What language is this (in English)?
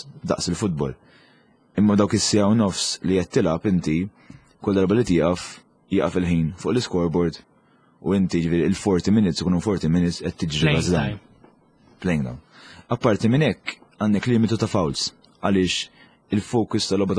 Maltese